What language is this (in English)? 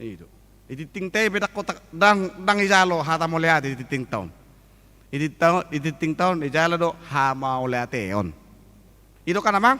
Batak Toba